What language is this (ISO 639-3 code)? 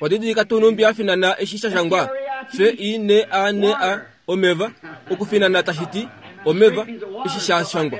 kua